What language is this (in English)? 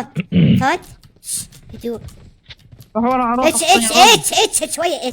Mesopotamian Arabic